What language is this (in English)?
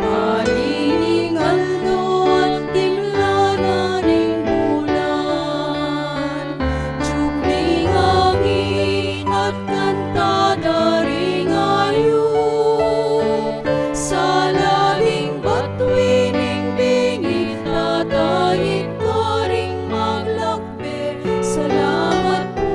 Pampanga